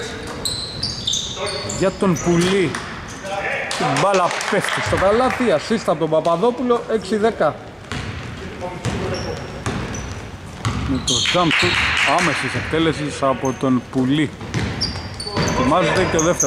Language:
Greek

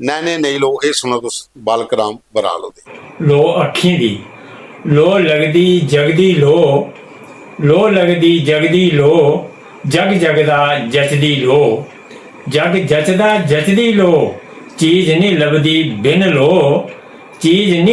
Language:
Dogri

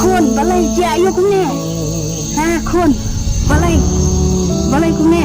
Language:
Khasi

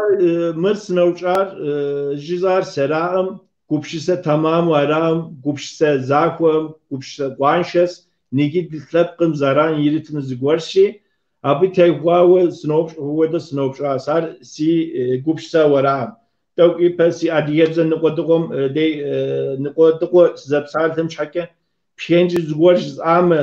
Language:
Kabardian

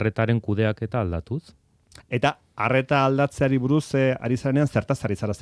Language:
Basque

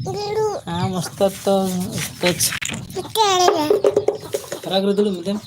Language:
Santali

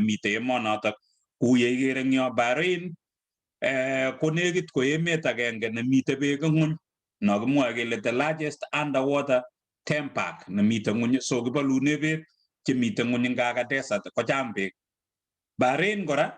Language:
Kalenjin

